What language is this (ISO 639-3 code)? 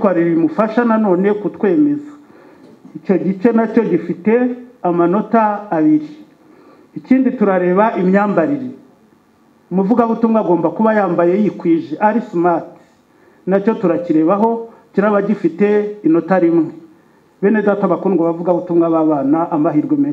kin